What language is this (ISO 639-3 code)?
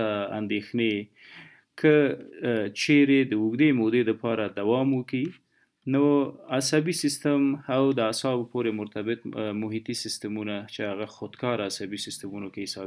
pus